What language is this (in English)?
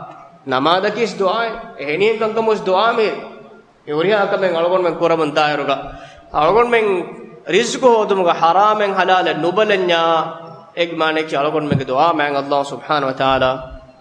Divehi